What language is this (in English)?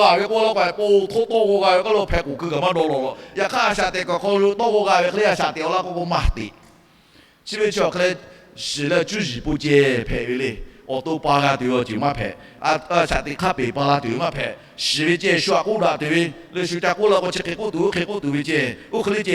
Lahu